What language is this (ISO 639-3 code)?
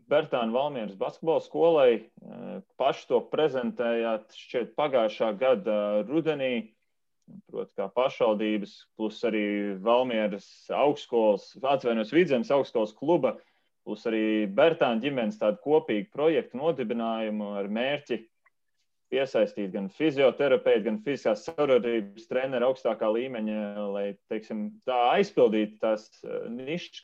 lav